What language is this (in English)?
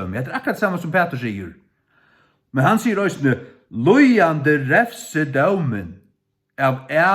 Faroese